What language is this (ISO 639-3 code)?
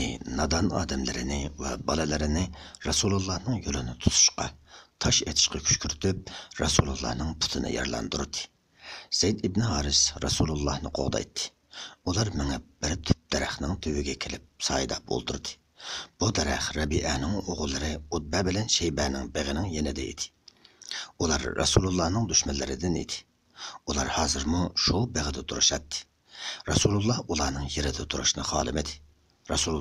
uig